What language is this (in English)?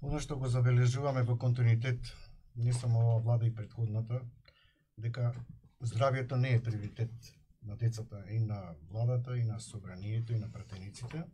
Macedonian